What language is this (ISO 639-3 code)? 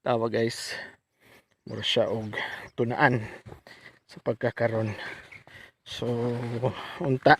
ceb